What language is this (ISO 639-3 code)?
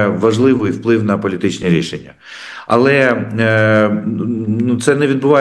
ukr